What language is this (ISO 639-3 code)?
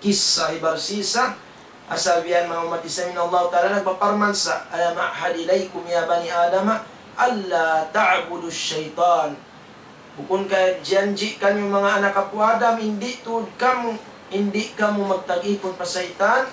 tsg